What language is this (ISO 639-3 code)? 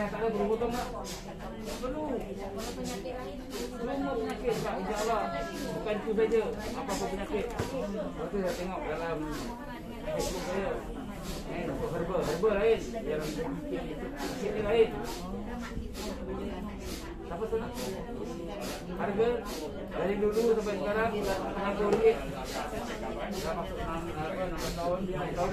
msa